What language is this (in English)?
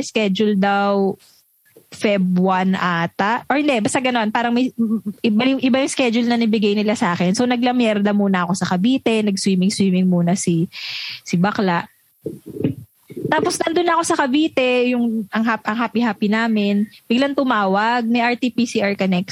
Filipino